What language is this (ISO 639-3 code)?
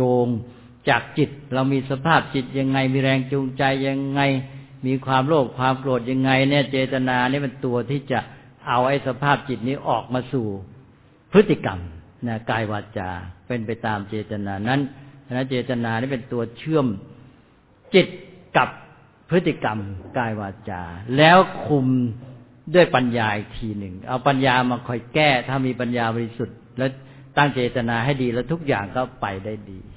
tha